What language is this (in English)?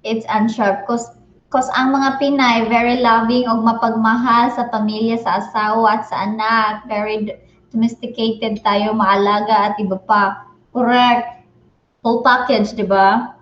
Cebuano